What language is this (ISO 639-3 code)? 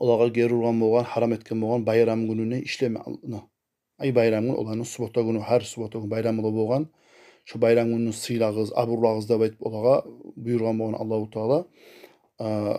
kum